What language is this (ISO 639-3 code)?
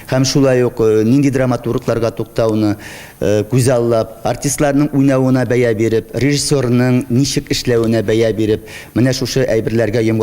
tat